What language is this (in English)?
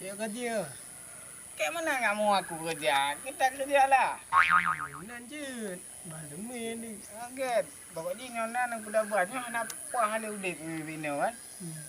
Achinese